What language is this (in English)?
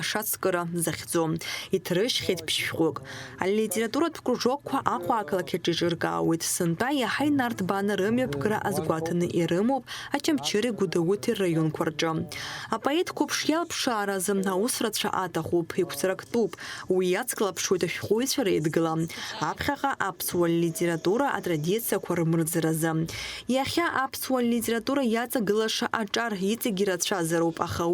Abkhazian